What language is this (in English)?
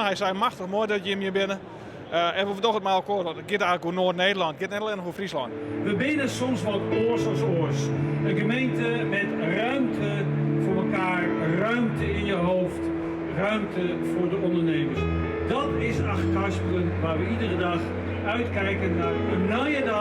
Western Frisian